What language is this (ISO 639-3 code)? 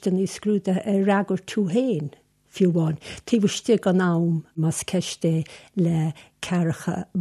gle